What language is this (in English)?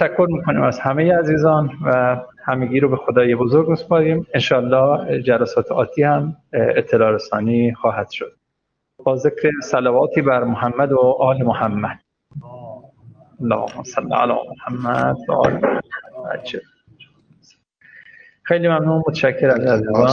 Persian